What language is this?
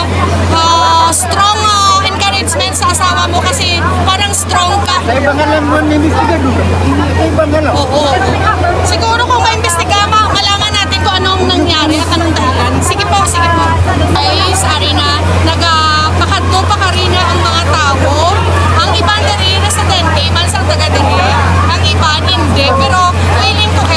Hiligaynon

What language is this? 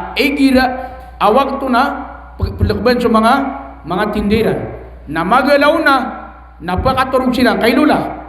Maranao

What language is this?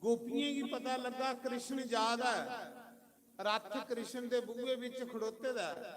Dogri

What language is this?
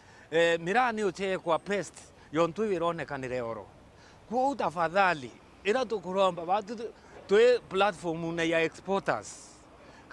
Meru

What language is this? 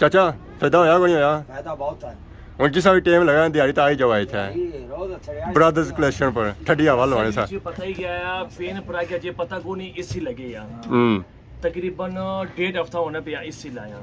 Pahari-Potwari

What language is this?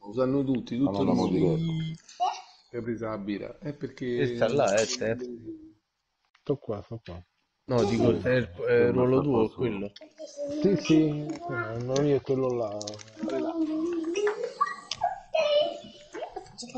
Italian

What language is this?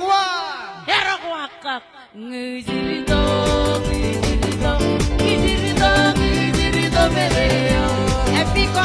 Marshallese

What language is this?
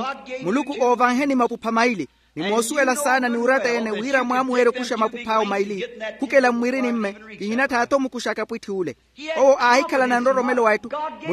Makhuwa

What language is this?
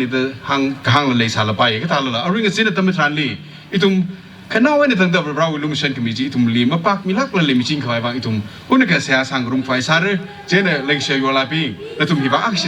Tangkhul Naga (India)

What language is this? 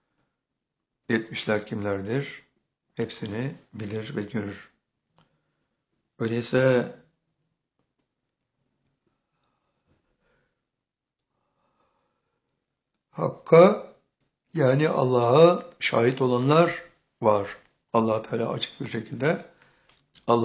Turkish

